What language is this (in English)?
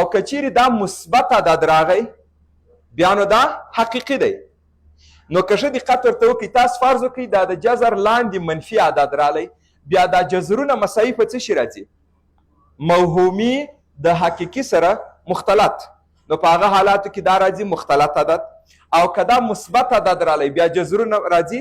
Pashto